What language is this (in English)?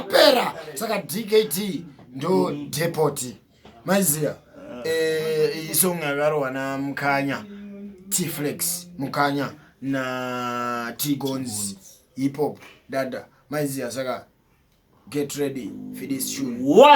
Shona